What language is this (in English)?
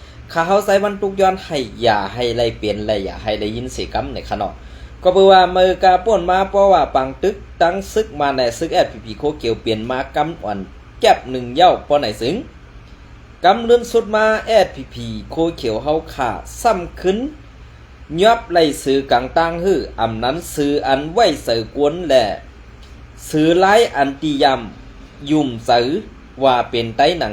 Shan